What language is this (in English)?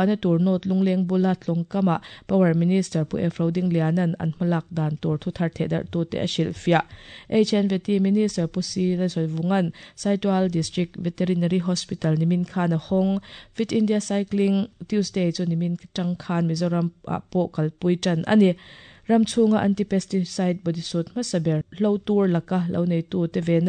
Mizo